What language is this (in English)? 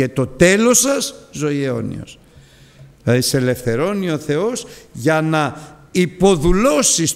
Greek